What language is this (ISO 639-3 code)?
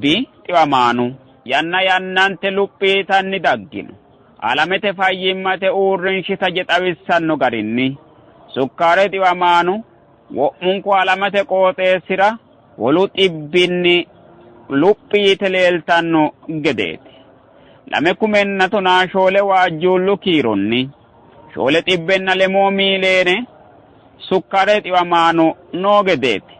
sid